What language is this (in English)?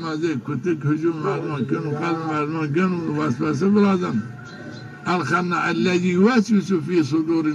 Zaza